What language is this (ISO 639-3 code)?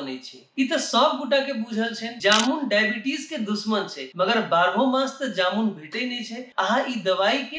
mai